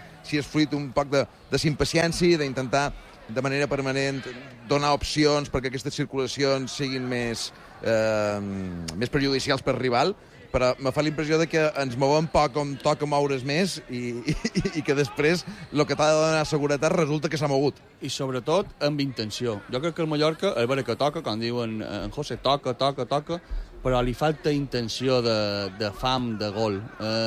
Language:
Catalan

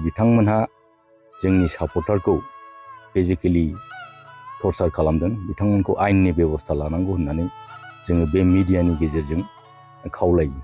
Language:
Bodo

